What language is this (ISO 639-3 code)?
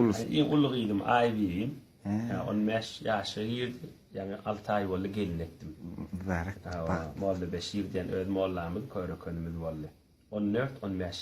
tuk